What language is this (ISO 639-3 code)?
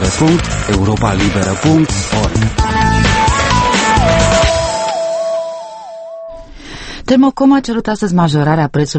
ron